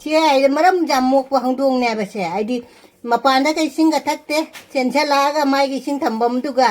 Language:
Manipuri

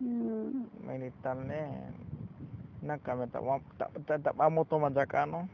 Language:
Tzotzil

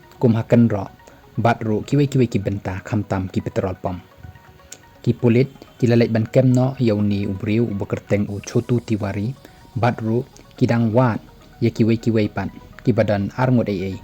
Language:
Khasi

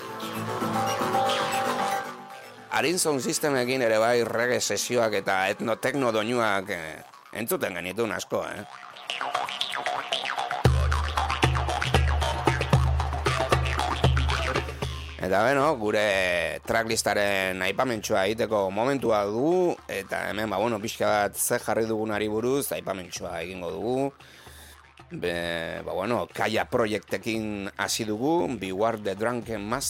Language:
Basque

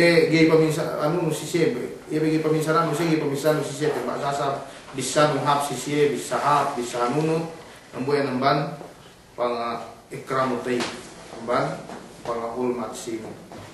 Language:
Yakan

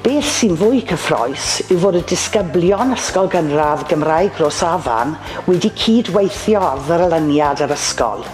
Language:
Welsh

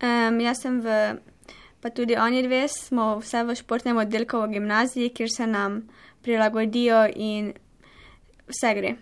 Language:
Slovenian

